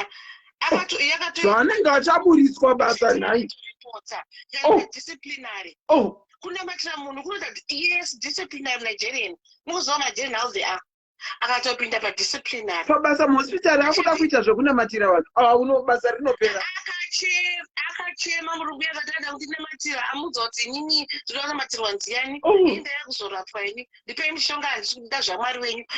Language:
Shona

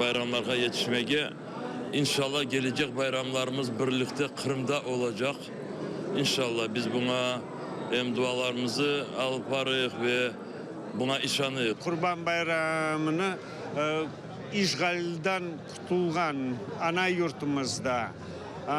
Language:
Crimean Tatar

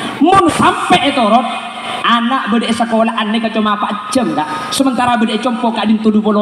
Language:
Madurese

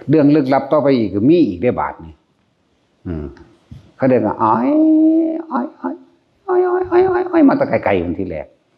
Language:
Northeastern Thai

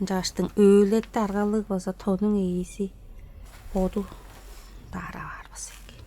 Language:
Tuvinian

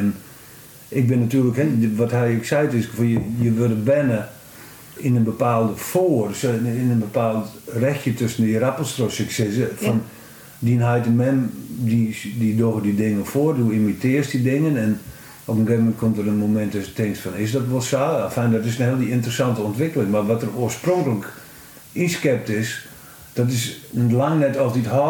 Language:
Western Frisian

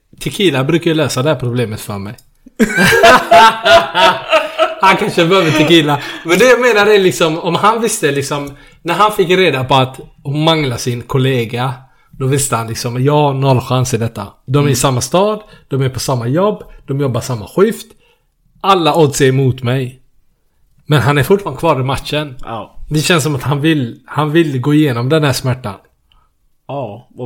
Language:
Swedish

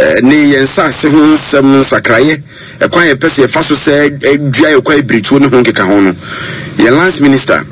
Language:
Akan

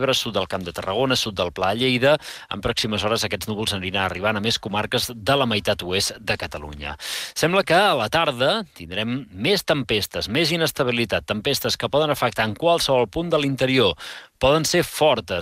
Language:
Catalan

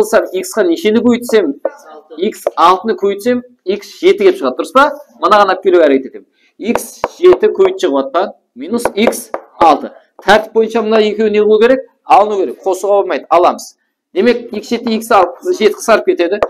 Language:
Kara-Kalpak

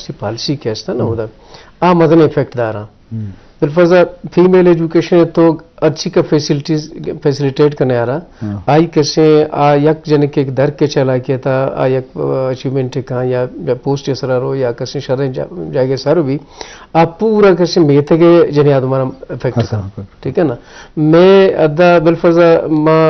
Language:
Eastern Balochi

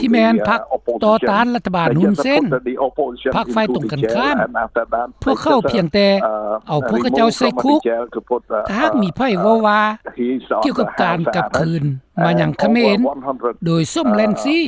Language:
Lao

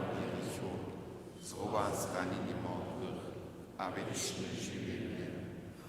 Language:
Upper Sorbian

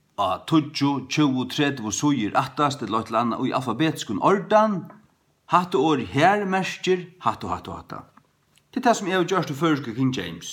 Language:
Faroese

